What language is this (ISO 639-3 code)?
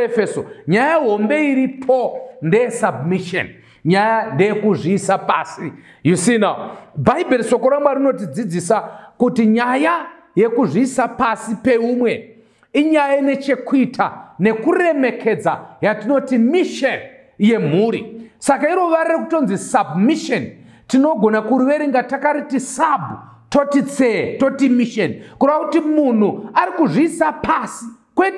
sna